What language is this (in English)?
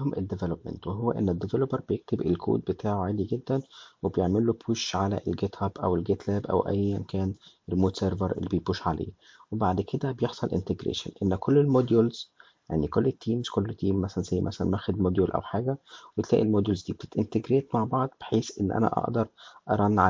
Egyptian Arabic